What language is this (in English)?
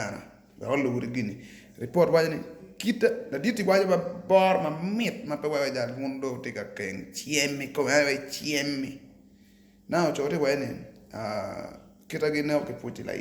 Acoli